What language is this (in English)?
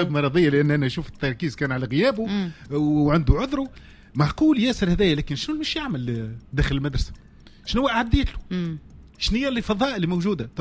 Tunisian Arabic